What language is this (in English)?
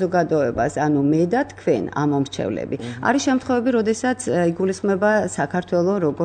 Georgian